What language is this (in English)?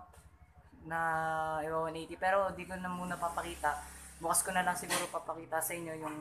Filipino